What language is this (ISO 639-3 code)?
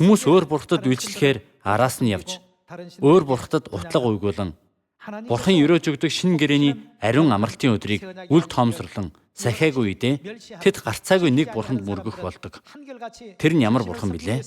mon